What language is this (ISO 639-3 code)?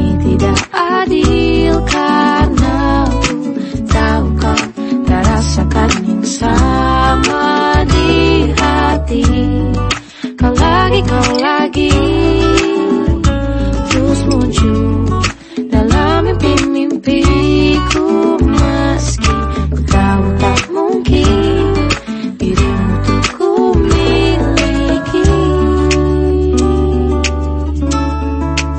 ind